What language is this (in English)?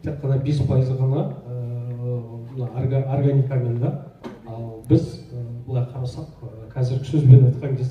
Kazakh